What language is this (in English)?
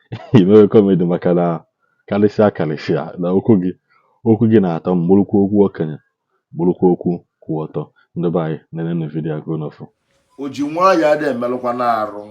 Igbo